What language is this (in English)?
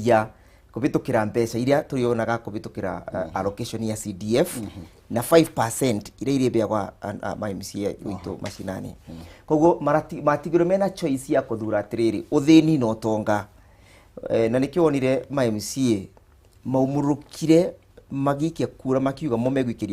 Kikuyu